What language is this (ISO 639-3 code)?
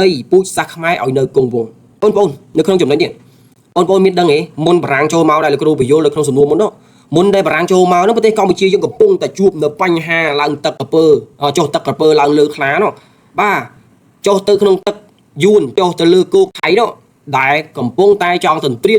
khm